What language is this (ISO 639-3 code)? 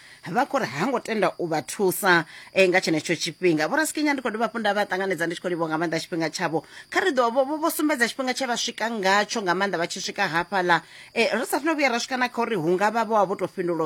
ven